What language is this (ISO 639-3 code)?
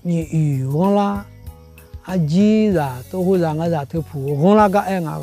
ahk